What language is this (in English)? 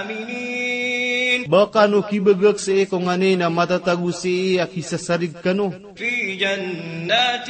Maranao